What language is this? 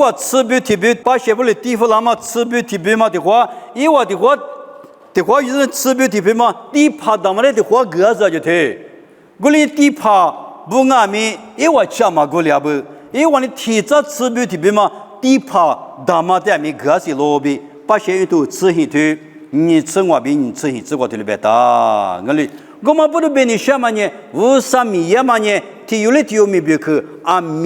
Lisu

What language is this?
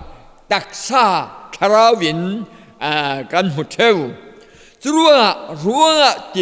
Falam Chin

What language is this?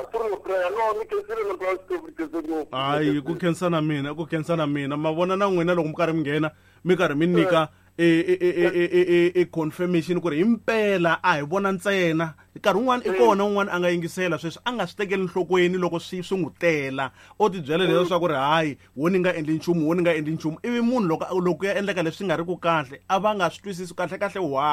Tsonga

